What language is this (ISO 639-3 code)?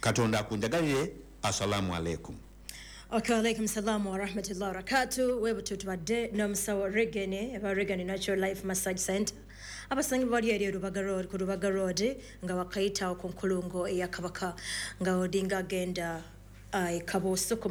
lug